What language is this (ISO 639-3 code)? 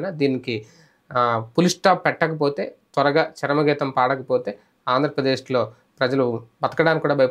tel